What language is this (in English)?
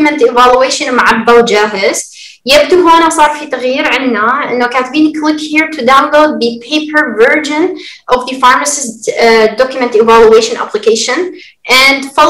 Arabic